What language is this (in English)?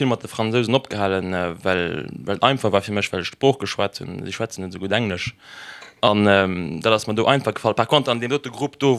Luxembourgish